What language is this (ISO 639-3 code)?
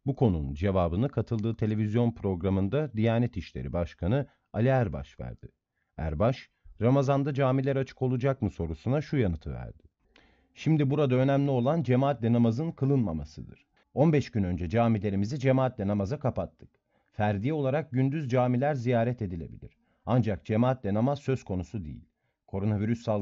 tur